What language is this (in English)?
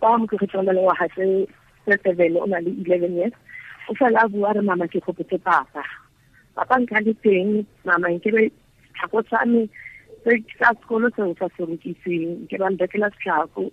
Tswana